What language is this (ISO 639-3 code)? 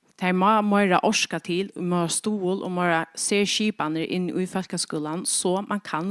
fao